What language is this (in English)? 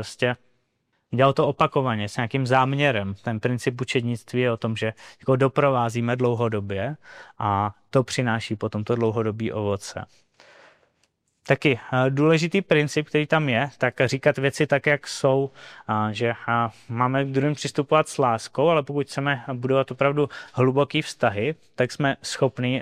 Czech